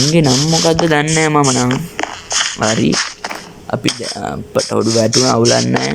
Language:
Sinhala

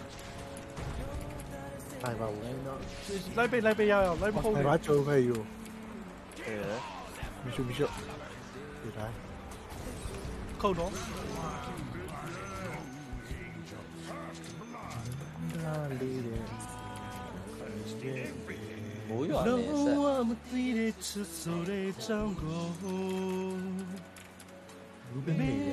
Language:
Burmese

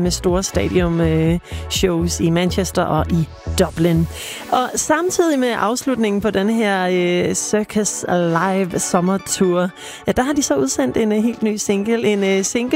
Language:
Danish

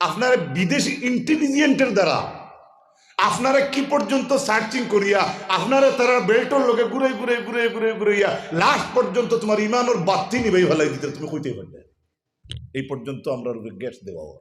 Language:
Sylheti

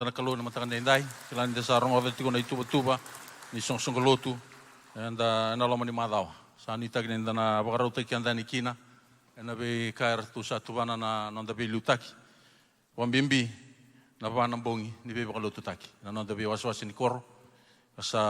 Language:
Fijian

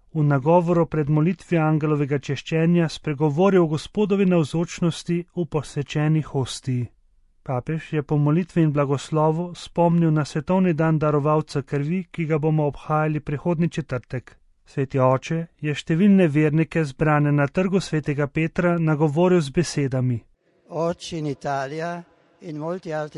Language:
Slovenian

